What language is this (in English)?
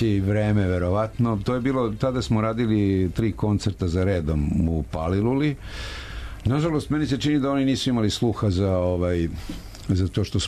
Serbian